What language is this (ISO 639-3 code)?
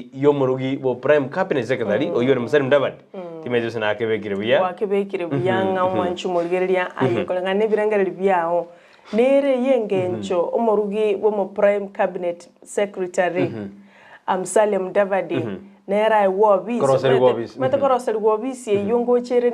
guz